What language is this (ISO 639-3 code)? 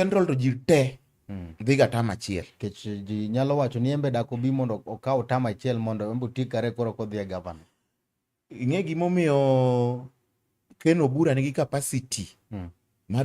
luo